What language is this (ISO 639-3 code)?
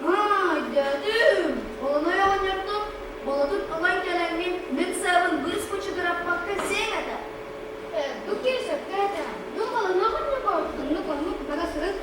sah